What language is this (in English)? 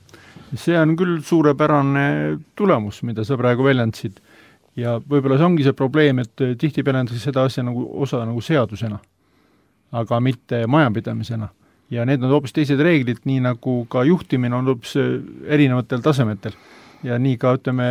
Estonian